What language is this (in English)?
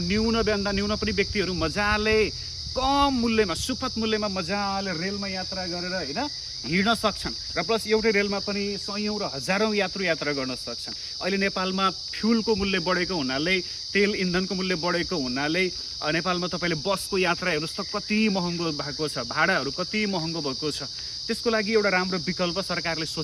Nepali